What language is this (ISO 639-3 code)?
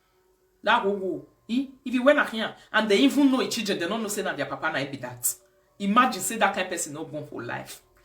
pcm